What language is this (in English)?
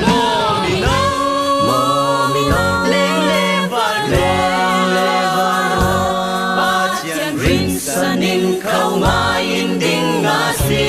Falam Chin